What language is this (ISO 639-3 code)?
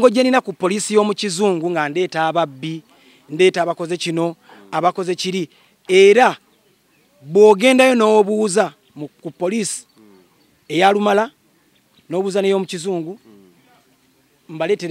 lug